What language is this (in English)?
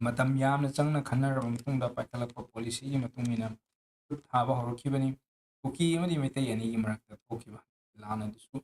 Manipuri